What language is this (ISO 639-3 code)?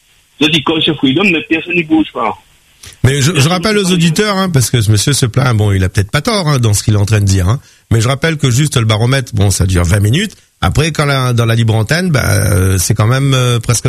fra